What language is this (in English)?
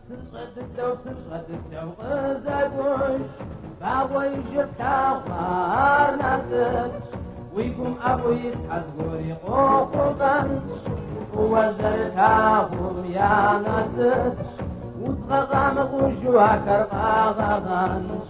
Kabardian